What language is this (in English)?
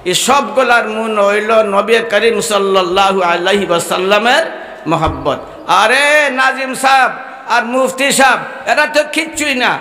Sylheti